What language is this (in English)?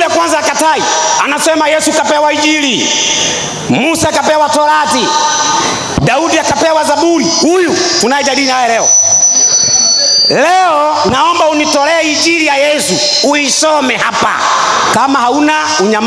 Swahili